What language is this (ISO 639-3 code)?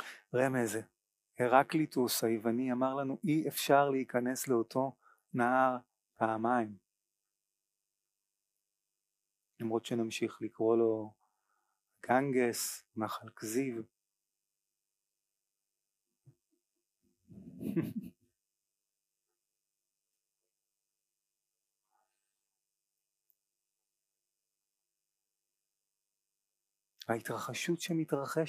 heb